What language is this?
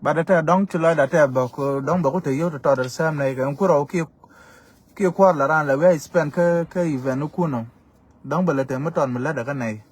Nuer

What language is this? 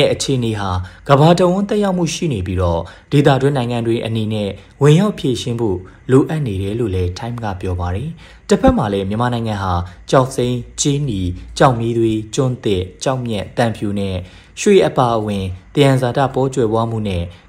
Burmese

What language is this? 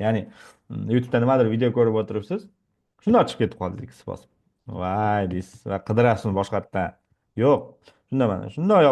Uzbek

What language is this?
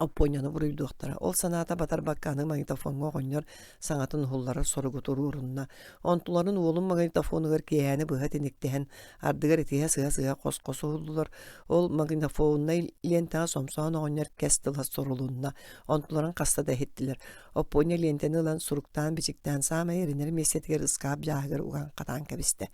Yakut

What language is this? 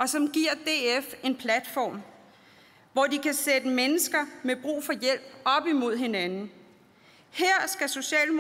Danish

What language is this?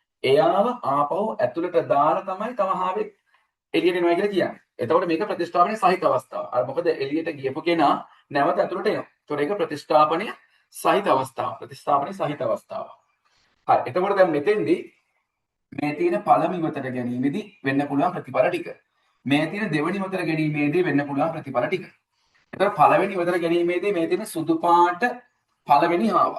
Sinhala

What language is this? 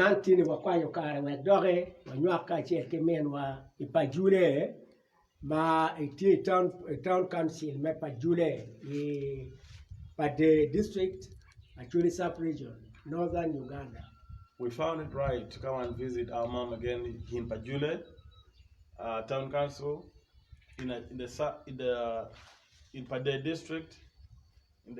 Acoli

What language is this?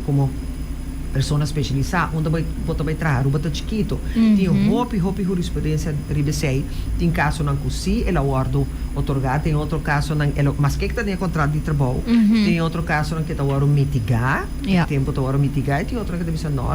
Papiamento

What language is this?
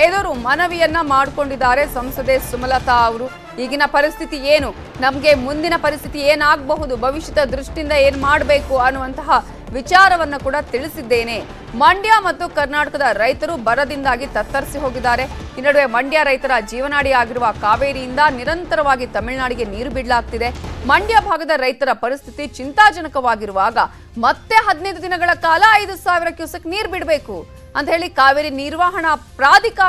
Kannada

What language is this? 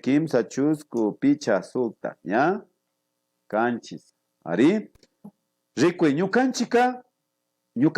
Imbabura Highland Quichua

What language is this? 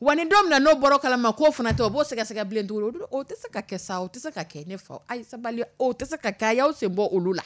Dyula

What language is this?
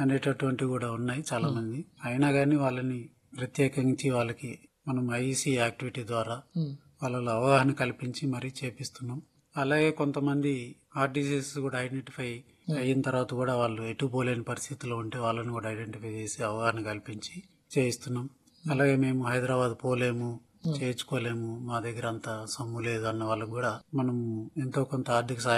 Telugu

